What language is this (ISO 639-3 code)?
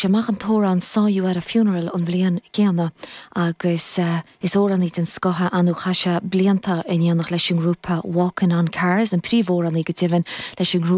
gle